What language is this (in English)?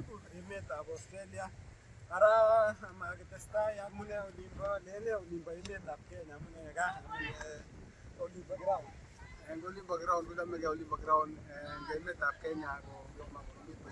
Kalenjin